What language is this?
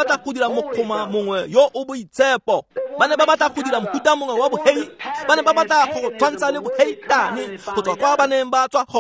Tswana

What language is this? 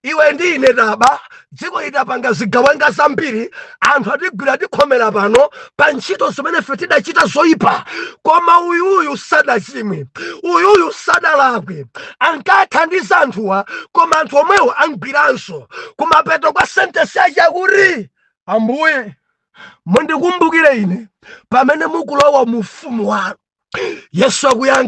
Nyanja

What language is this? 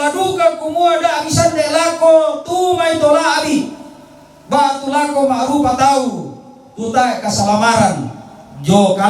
Toraja-Sa'dan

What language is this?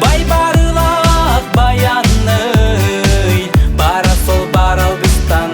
Yakut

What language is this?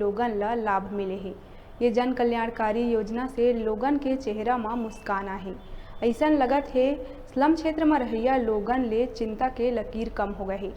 Chhattisgarhi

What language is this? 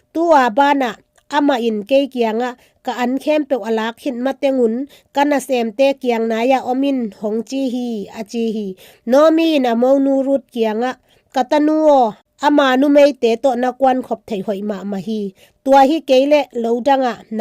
Tedim Chin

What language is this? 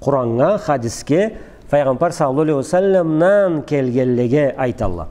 Karachay-Balkar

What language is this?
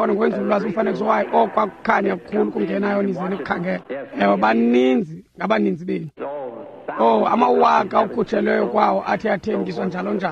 Xhosa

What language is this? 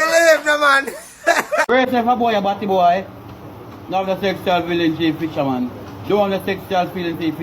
Jamaican Creole English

